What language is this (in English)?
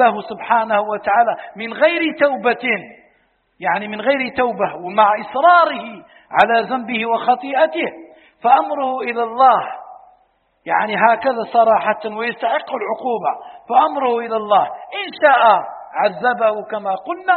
Arabic